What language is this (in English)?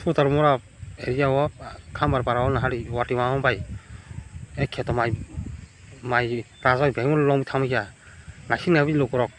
Kok Borok